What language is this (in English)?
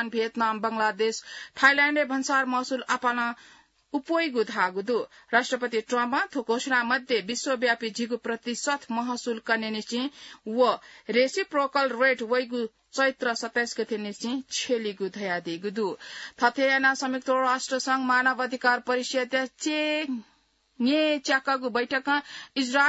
Newari